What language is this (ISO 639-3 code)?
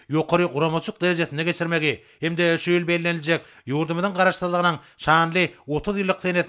tuk